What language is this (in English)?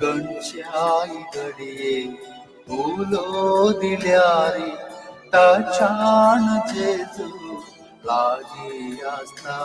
Konkani